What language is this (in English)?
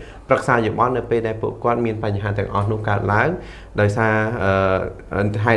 Khmer